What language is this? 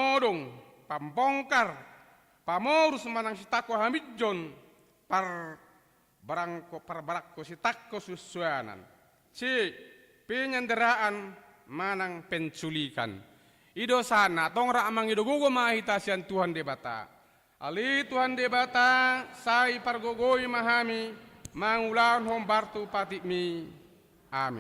Batak Toba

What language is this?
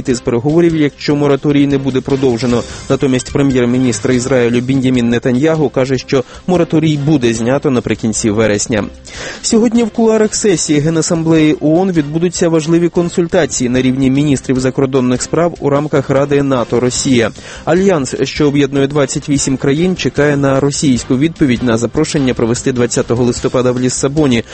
Ukrainian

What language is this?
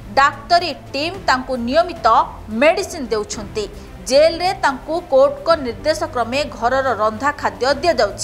Odia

